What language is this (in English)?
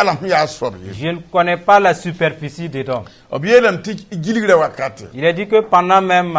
Mossi